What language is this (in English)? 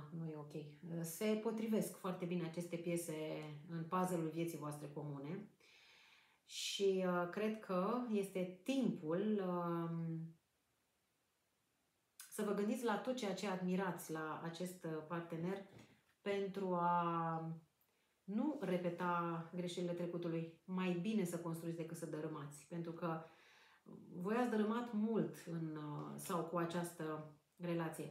Romanian